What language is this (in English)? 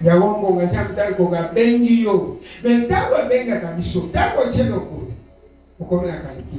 Lingala